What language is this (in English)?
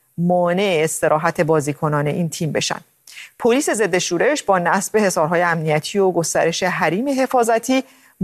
Persian